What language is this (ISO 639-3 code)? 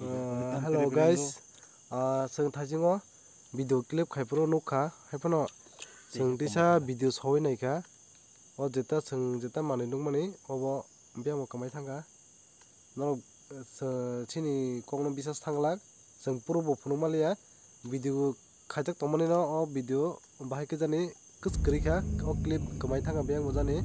trp